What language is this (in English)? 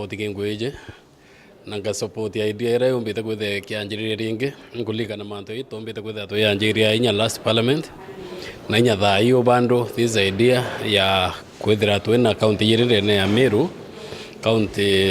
Meru